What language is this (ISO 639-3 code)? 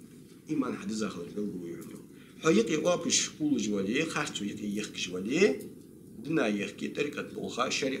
inh